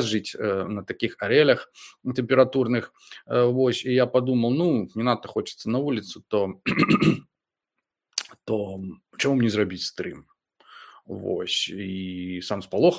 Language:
Belarusian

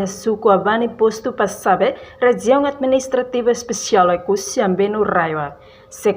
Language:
Tetum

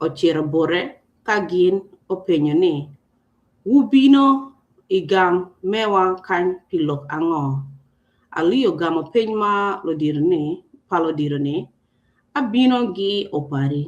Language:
Acoli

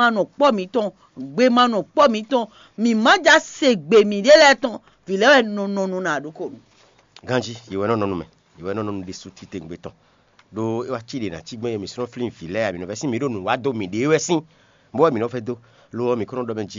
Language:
Fon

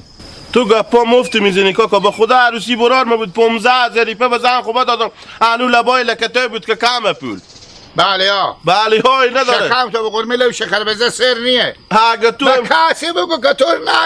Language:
Hazaragi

